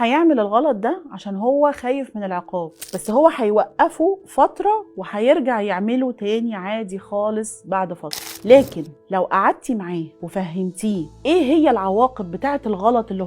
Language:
Egyptian Arabic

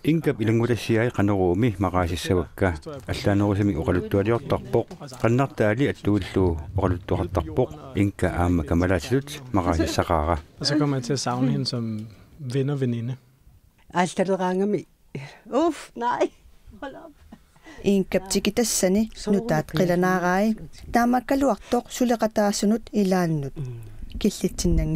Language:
Kalaallisut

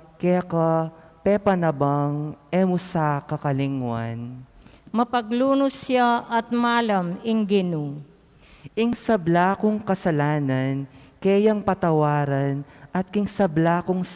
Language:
Pampanga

